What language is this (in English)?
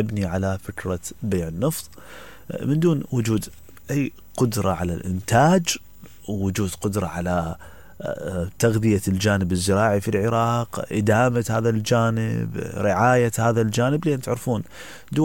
Mesopotamian Arabic